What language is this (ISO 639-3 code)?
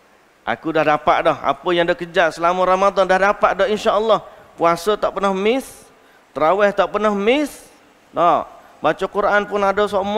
msa